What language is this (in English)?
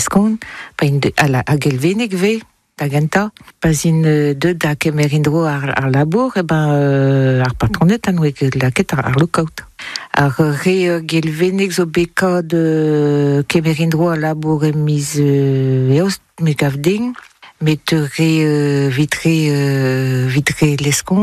Breton